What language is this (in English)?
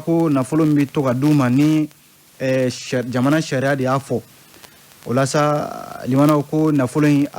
Bambara